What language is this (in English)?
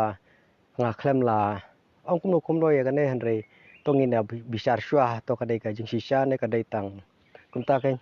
Khasi